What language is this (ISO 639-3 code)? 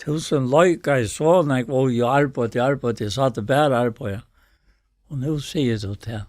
fao